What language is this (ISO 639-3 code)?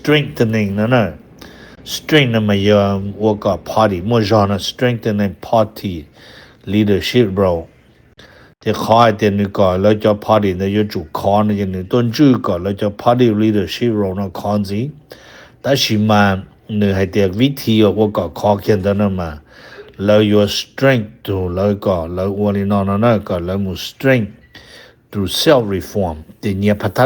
hmn